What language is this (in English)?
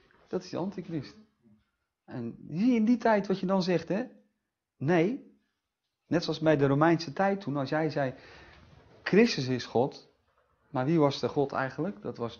Dutch